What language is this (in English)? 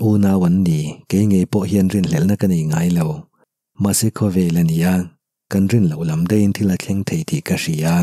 Mizo